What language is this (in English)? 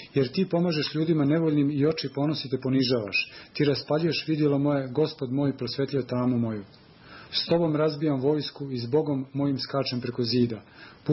Serbian